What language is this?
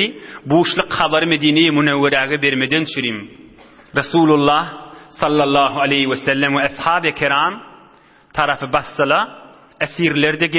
Turkmen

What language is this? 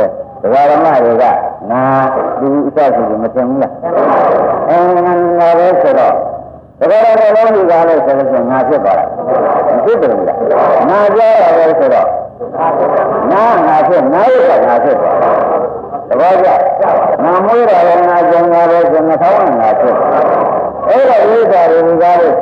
Burmese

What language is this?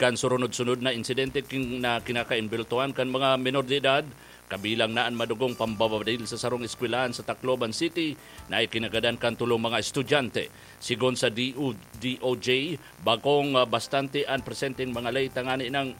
Bikol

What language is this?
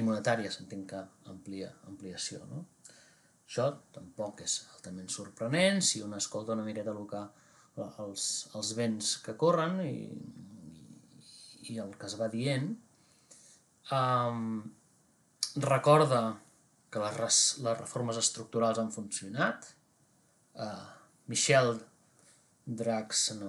Catalan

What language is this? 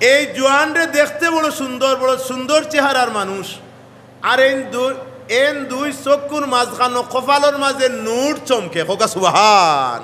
Sylheti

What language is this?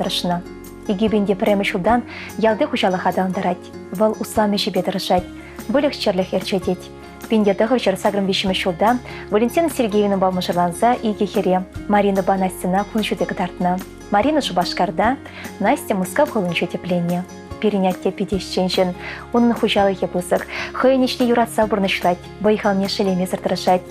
Chuvash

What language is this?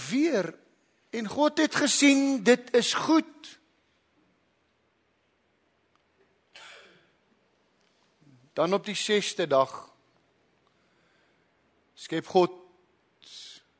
Afrikaans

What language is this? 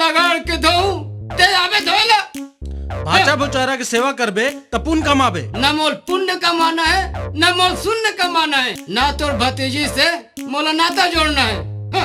Chhattisgarhi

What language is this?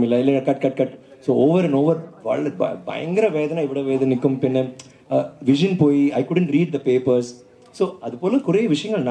Malayalam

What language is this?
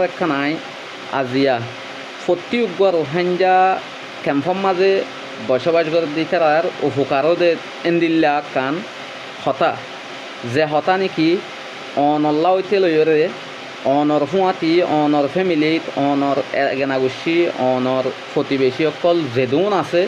Rohingya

